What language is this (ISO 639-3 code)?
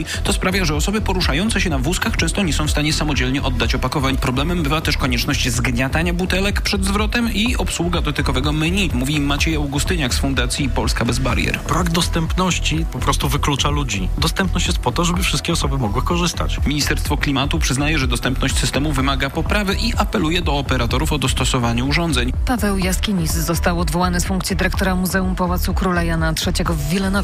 pol